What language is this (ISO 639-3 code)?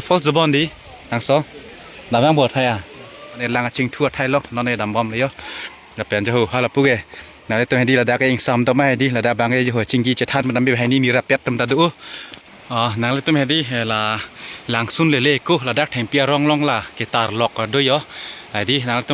mjw